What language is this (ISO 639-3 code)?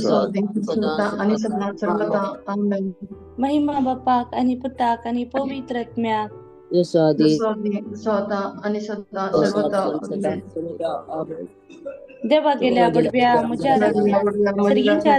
kok